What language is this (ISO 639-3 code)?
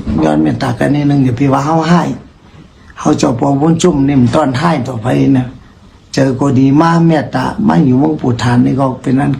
shn